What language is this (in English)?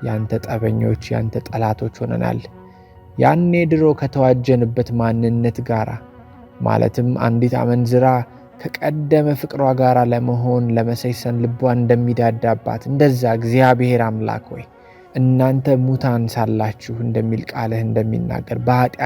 Amharic